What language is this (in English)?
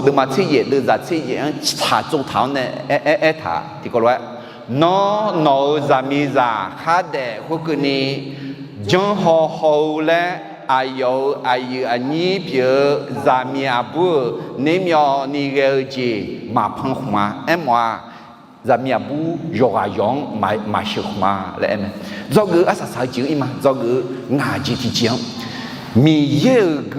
Akha